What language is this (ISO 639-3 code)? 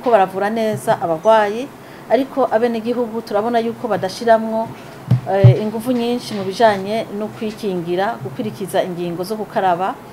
run